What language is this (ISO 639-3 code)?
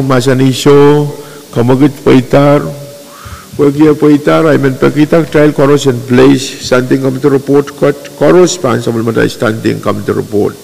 pon